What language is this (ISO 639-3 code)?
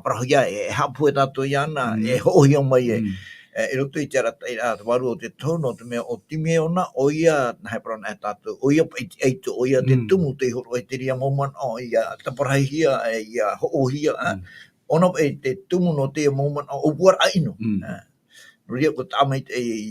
tah